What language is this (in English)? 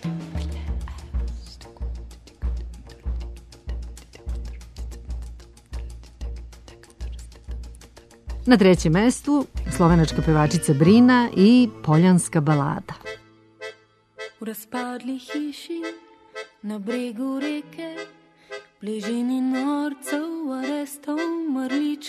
Serbian